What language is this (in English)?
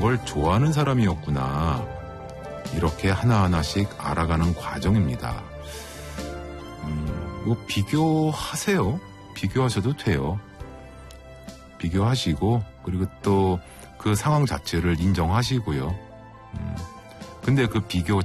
Korean